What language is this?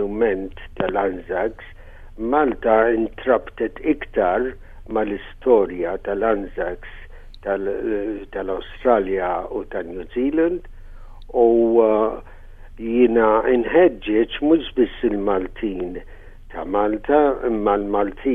Maltese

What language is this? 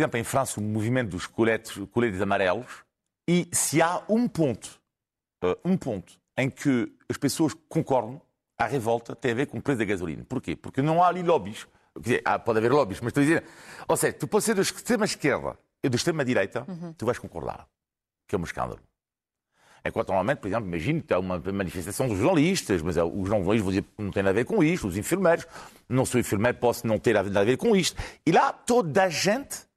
Portuguese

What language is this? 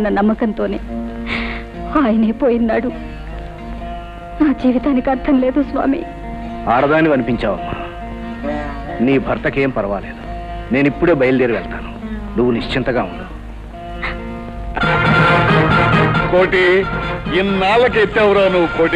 Telugu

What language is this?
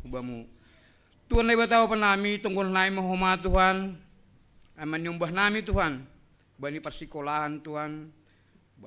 Batak Simalungun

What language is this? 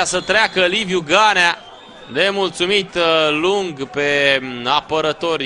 Romanian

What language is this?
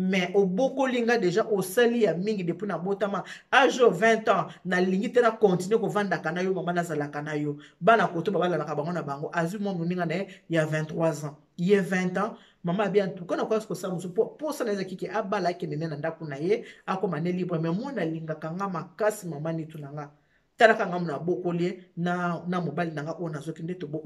Lingala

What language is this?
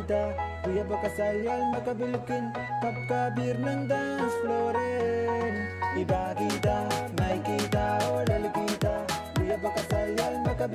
Pohnpeian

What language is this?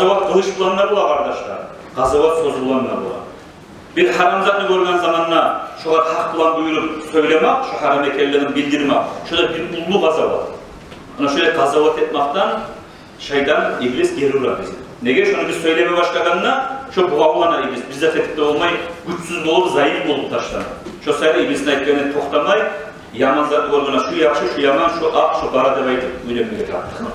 Kumyk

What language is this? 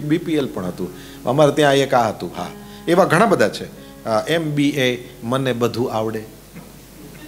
Gujarati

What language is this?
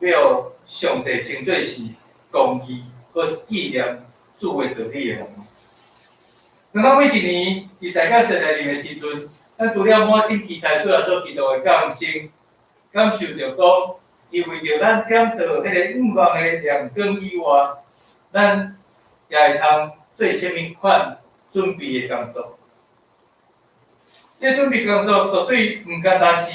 Min Nan Chinese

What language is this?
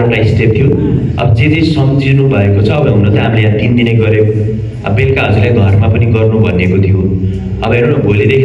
Nepali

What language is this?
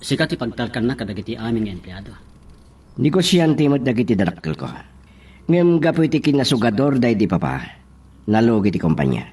Iloko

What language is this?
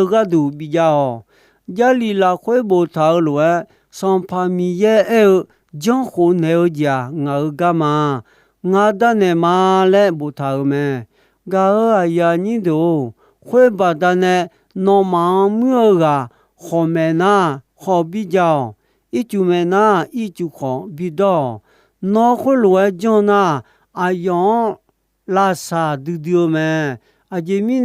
Akha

